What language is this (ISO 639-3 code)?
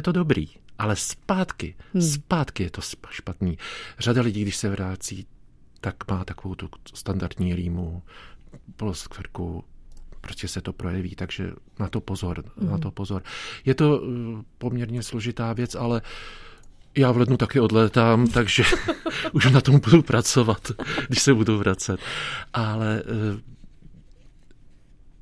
ces